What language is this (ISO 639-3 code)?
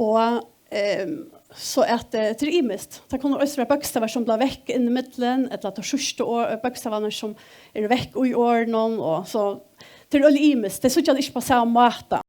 fao